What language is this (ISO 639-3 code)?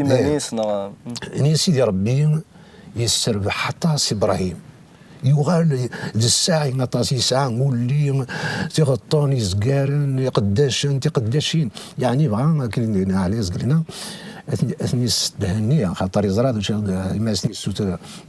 kab